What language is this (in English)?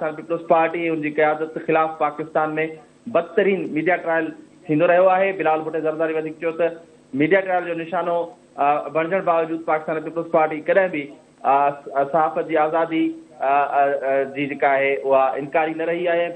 Sindhi